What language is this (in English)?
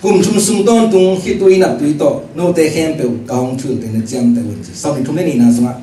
Tedim Chin